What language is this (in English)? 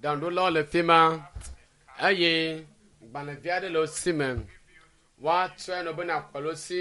Ewe